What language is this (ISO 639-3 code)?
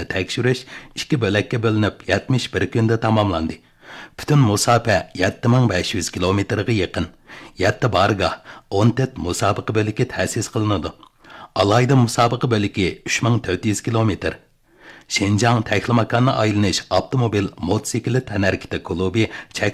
uig